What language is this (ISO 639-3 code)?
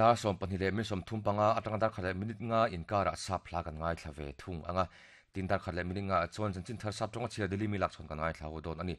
lus